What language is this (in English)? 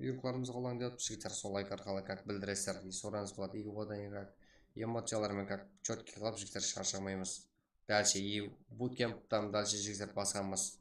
Kara-Kalpak